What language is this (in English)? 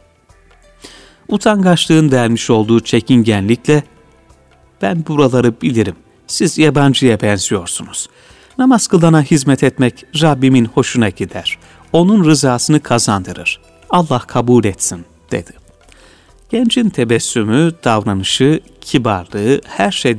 Turkish